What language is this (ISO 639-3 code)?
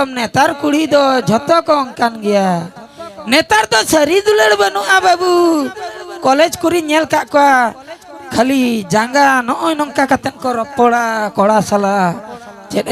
sat